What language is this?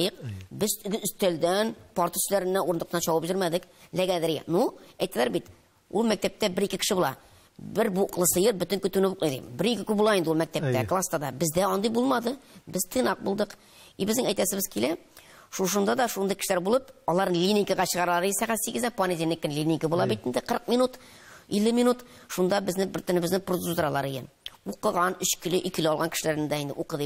Tatar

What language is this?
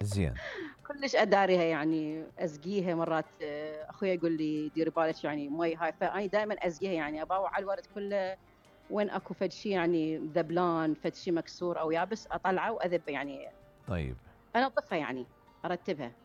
Mesopotamian Arabic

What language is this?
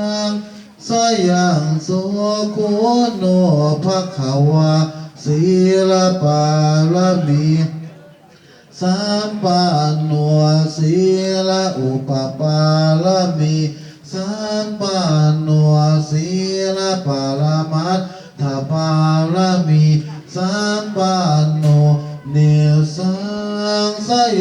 Pali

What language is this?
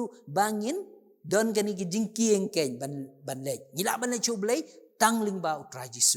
Khasi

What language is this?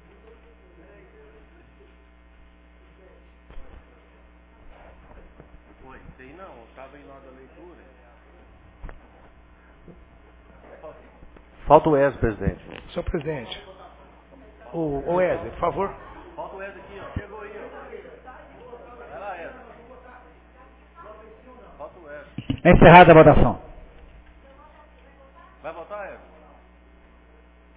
Portuguese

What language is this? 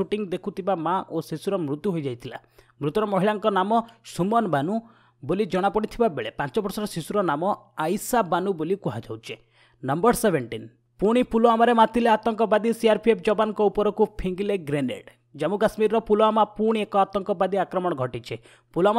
Odia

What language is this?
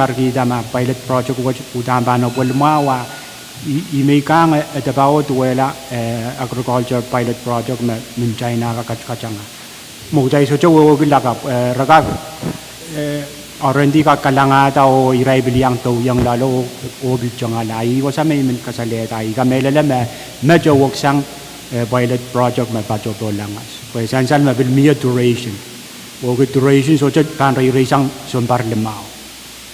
Pohnpeian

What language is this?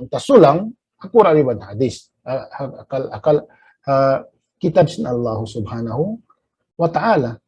Tausug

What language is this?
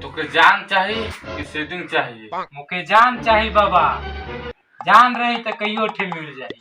Chhattisgarhi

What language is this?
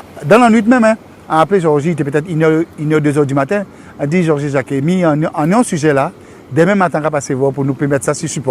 Guadeloupean Creole French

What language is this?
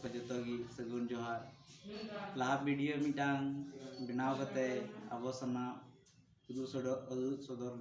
Santali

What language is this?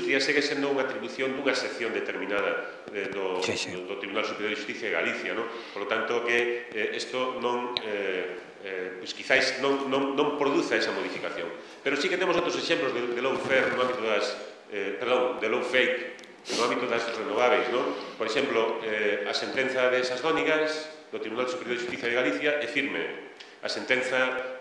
Galician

